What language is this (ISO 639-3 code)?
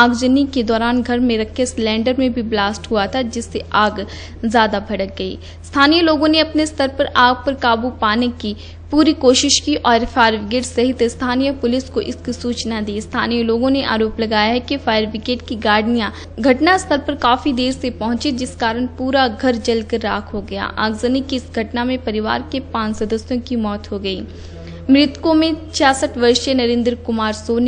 hin